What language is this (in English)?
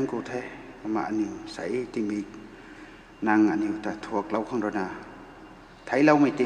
Rongmei Naga